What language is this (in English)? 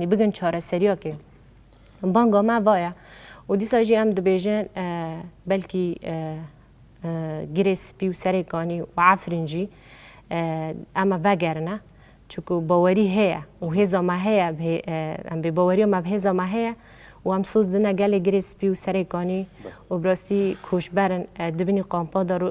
Kurdish